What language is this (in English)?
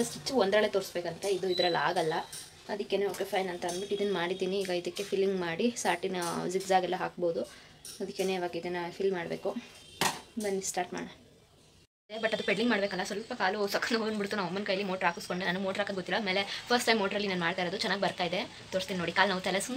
Kannada